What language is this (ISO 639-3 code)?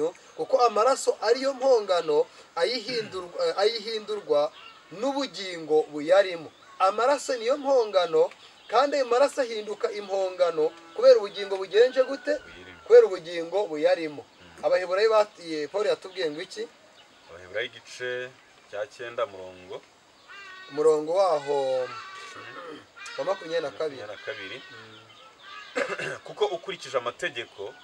kin